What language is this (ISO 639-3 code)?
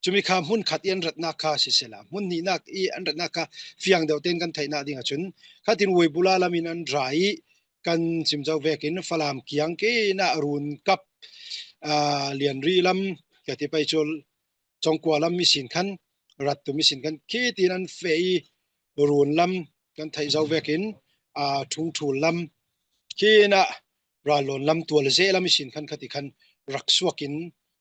cfm